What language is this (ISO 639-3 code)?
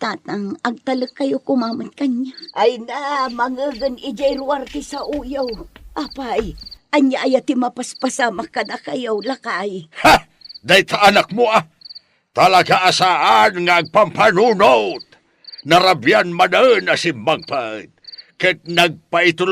ilo